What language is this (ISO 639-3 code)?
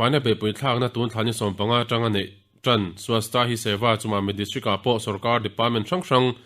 lus